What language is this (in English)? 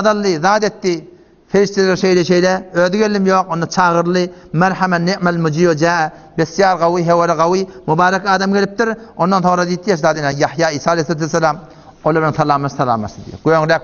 Turkmen